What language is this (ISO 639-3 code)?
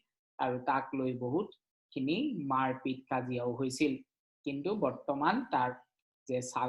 asm